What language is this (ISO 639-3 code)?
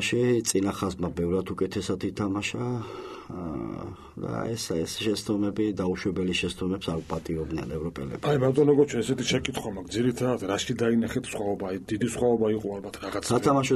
kat